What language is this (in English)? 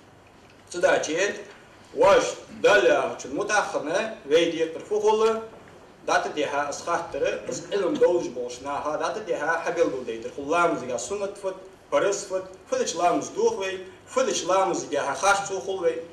Ingush